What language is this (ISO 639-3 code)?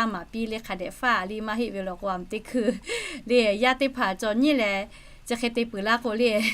lhu